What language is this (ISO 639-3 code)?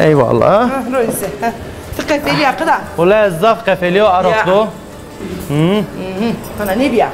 zza